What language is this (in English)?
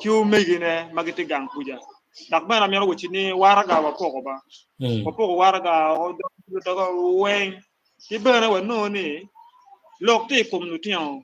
Acoli